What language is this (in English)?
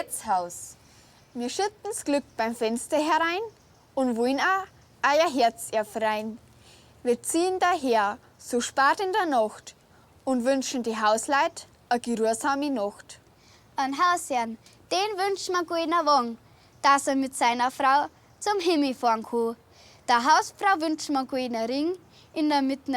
Bavarian